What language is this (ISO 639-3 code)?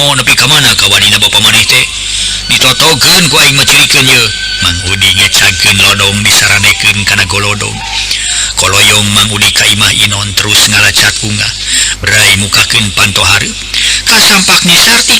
sun